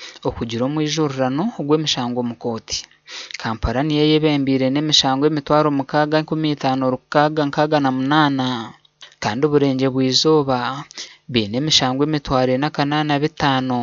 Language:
Nyankole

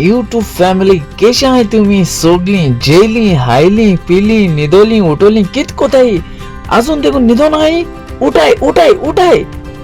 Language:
Konkani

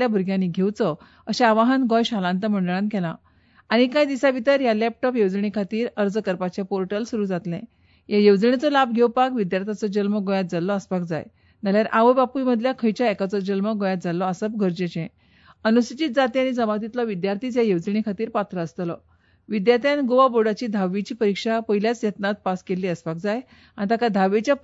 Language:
Konkani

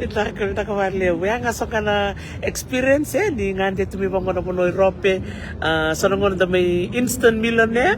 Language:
Fijian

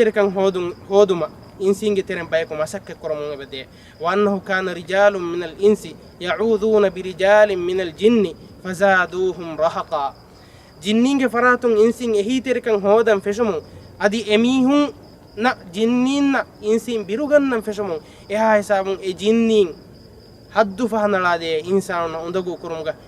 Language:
Divehi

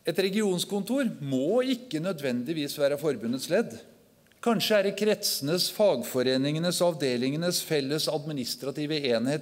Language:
Norwegian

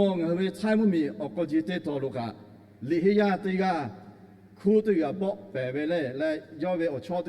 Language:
Lahu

